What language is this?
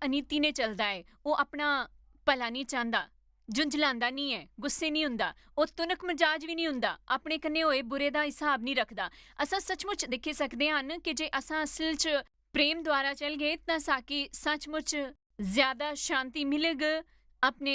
Dogri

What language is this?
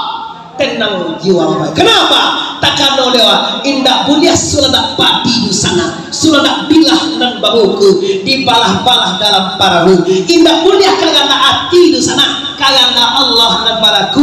Minangkabau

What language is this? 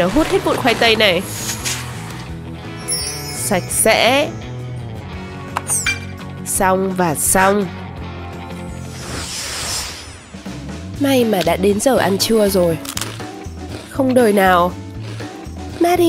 Vietnamese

